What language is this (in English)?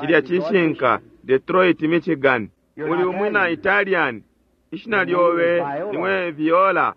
Bemba